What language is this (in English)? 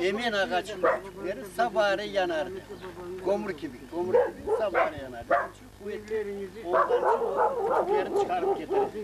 Crimean Tatar